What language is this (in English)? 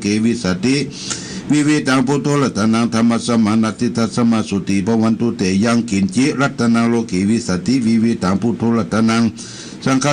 Pali